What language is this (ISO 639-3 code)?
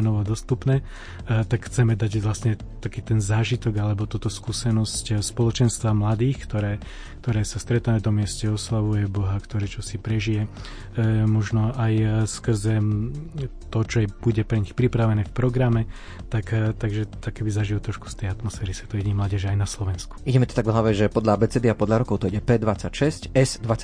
slk